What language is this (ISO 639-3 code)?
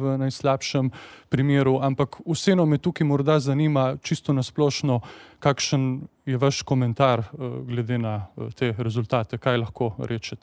slv